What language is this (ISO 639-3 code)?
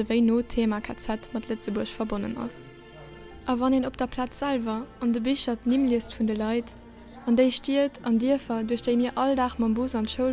ltz